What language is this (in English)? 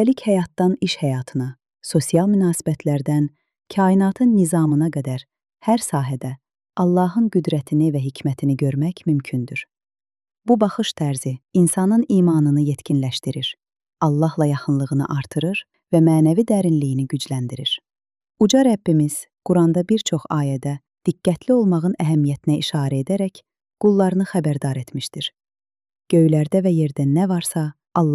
Azerbaijani